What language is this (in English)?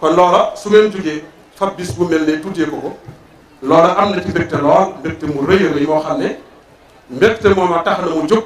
Wolof